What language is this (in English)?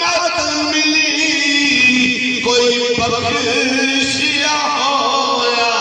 Saraiki